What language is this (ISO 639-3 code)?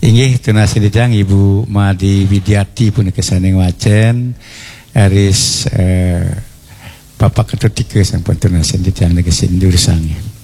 ban